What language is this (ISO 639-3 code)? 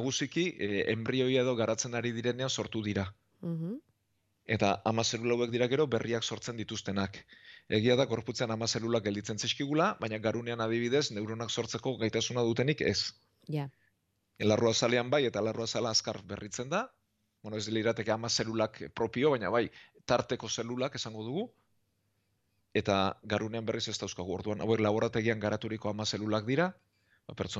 eus